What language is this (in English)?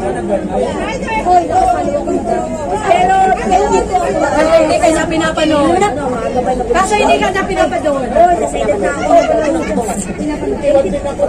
Filipino